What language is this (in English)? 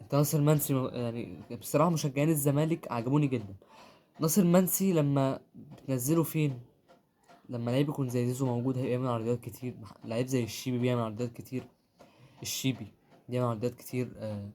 Egyptian Arabic